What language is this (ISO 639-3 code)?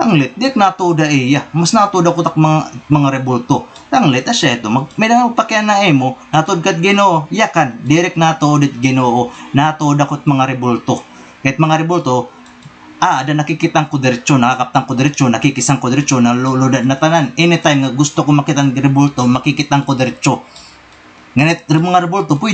war